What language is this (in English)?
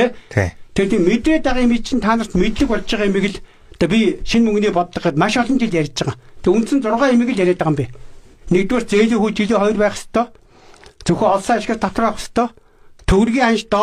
Mongolian